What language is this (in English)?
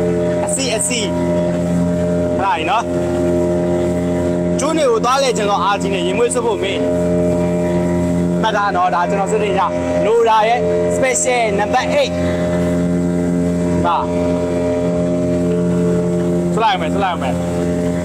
Burmese